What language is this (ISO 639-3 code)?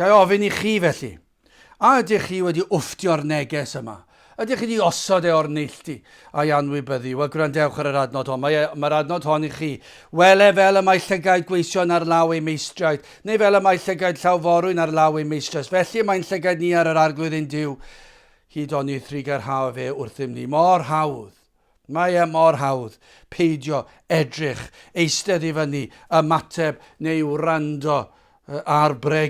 cym